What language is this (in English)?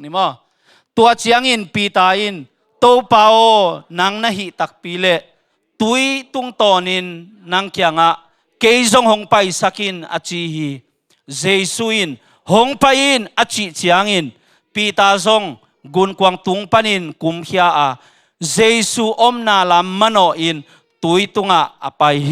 Tedim Chin